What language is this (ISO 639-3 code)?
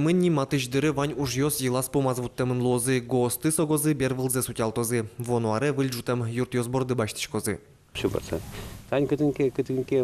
udm